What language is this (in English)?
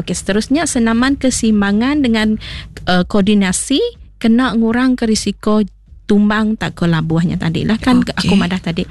Iban